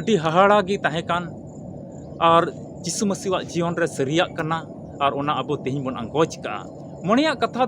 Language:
Santali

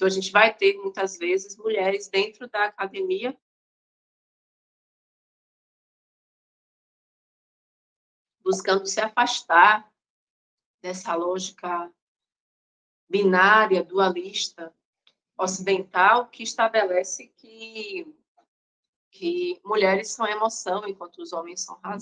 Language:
Portuguese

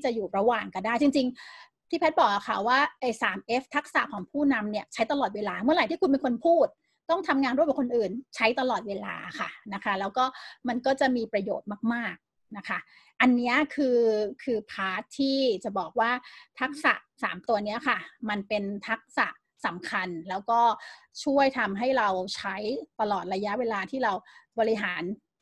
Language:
Thai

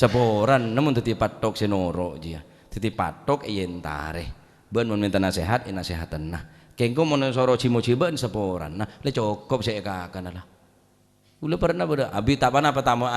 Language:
Madurese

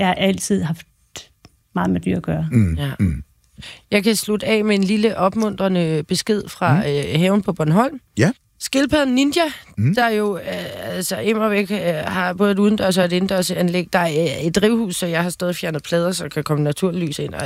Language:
Danish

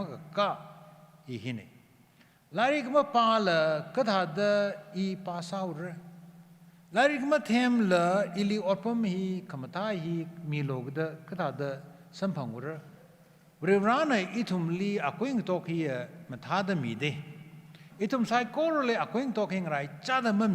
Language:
Tangkhul Naga (India)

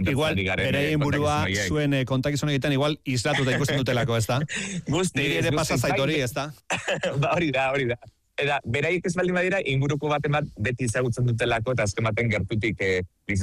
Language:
Basque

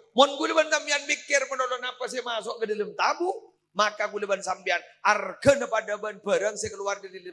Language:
Madurese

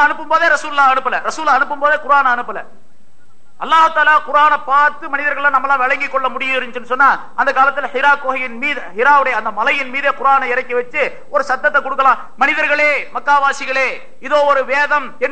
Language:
Tamil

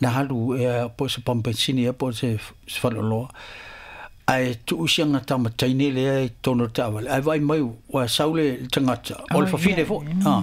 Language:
Samoan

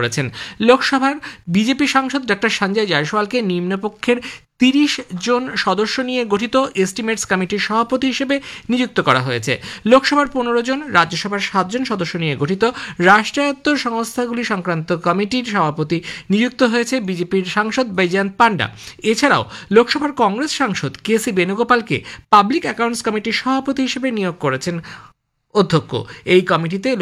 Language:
Bangla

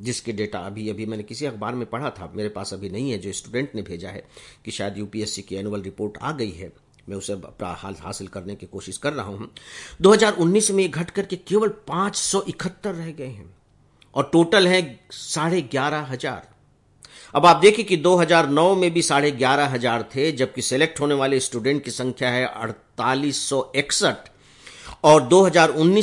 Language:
Hindi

